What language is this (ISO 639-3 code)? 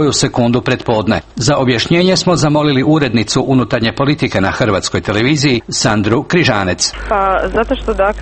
hrv